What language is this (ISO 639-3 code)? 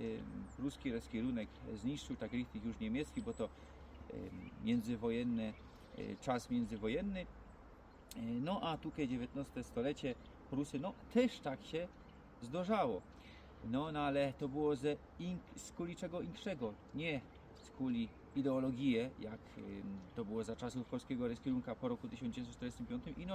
szl